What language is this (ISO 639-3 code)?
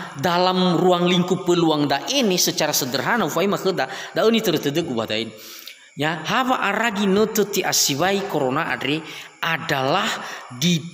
nia